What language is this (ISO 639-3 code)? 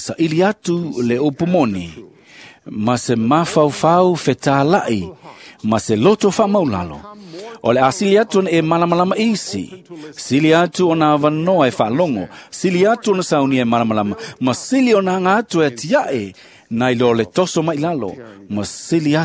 smo